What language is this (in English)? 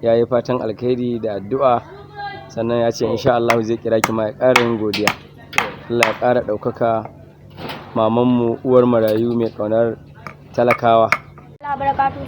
Hausa